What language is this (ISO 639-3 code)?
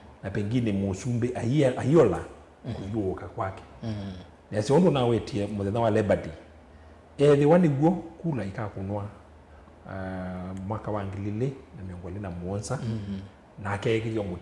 kam